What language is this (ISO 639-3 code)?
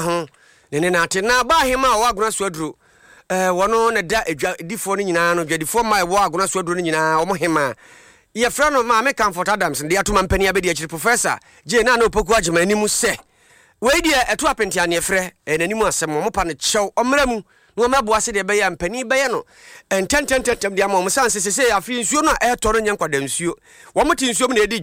aka